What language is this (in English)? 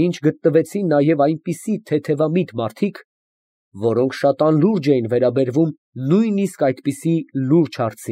Armenian